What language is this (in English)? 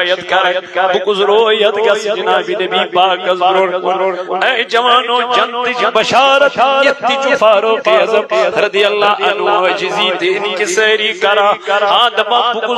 Kashmiri